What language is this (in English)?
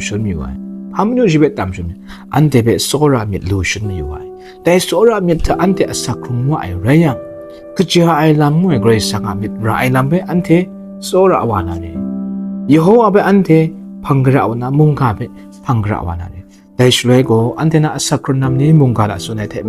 Kachin